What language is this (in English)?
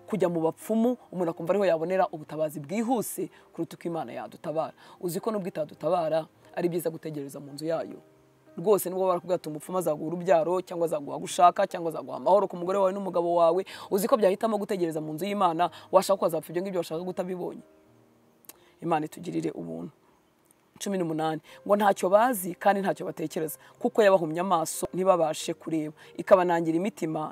Kinyarwanda